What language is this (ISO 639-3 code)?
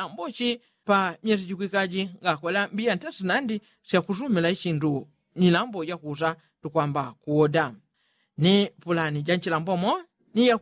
yao